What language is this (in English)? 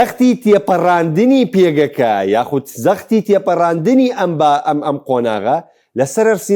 Central Kurdish